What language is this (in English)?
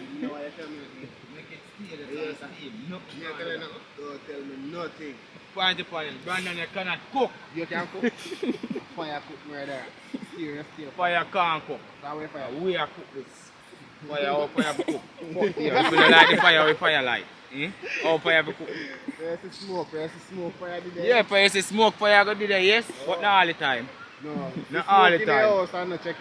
Jamaican Creole English